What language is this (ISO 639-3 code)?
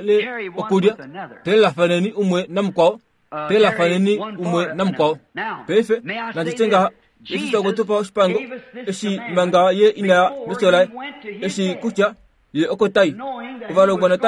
kua